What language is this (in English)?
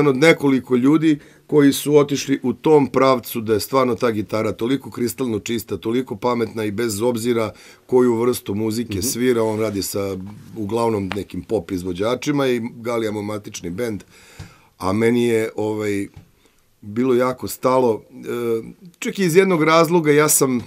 Serbian